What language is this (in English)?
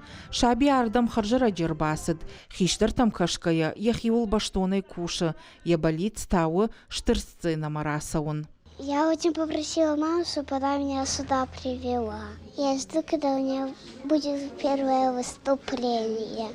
Ossetic